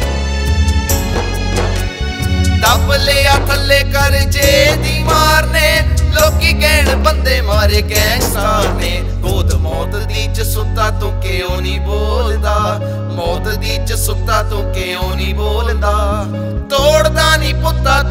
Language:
Punjabi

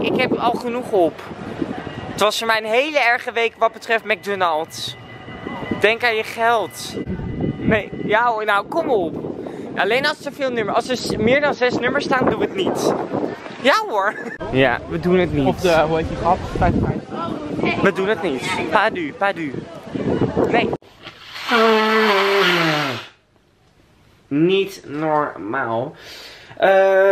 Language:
Dutch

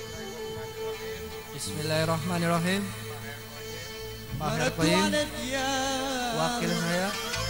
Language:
Indonesian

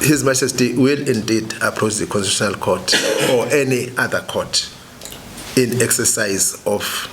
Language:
Zulu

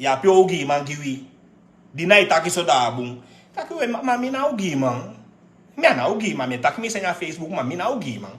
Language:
Sranan Tongo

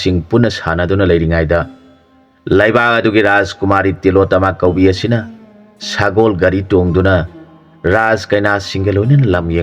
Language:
Manipuri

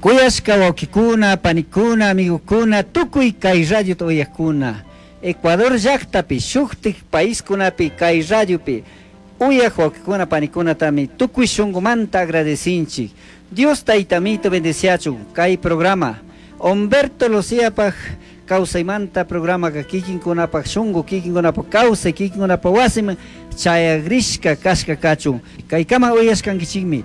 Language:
Chimborazo Highland Quichua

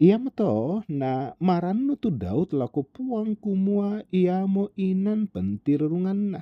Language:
Toraja-Sa'dan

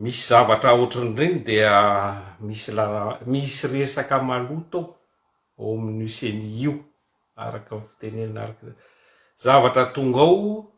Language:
Malagasy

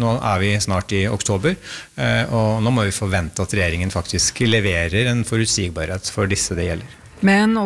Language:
Norwegian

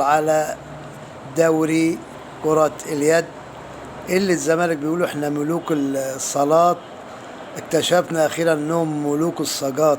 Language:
Egyptian Arabic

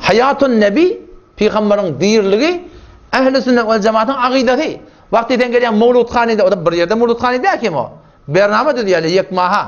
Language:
Turkmen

